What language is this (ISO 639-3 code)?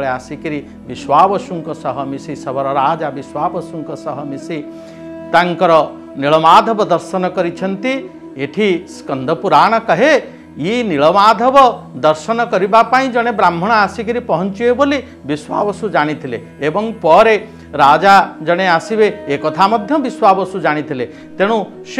ori